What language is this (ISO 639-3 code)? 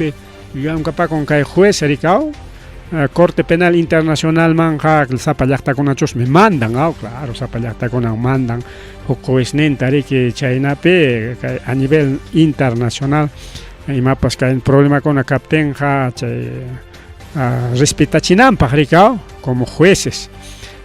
quy